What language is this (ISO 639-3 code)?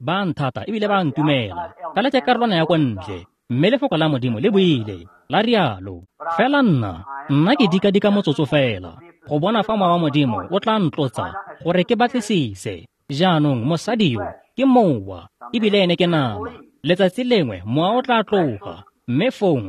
tsn